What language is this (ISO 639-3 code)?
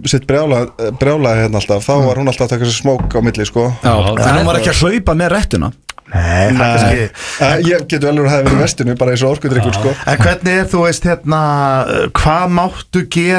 isl